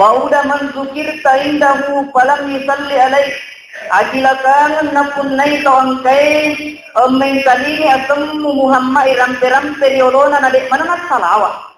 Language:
Buginese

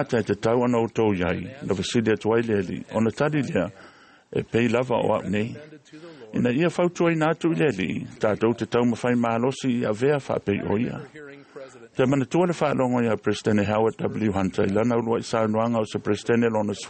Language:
Samoan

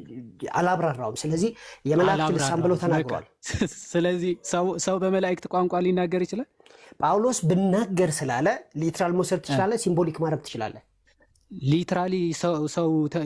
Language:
Amharic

